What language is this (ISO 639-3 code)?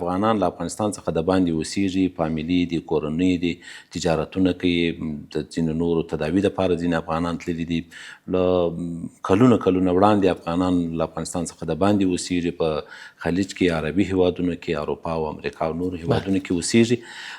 pus